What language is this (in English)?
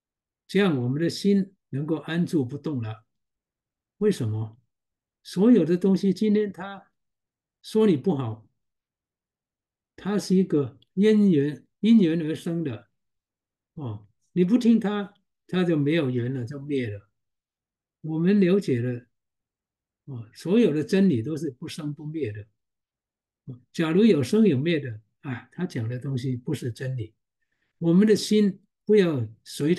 Chinese